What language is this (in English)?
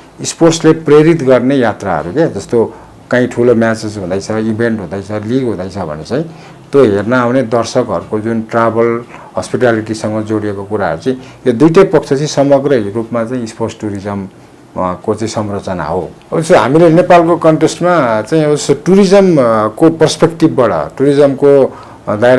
Nepali